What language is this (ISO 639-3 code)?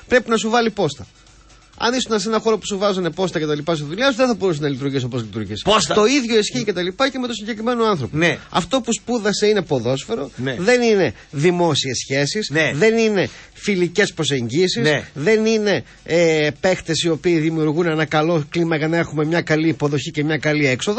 ell